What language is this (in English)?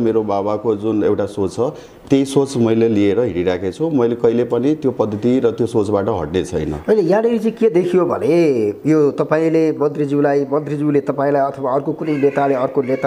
Nepali